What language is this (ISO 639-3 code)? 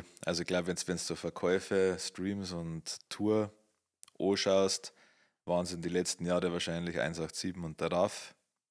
bar